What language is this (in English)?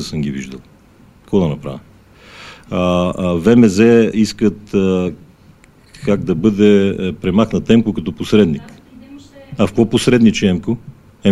Bulgarian